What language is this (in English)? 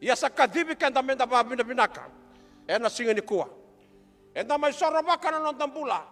Fijian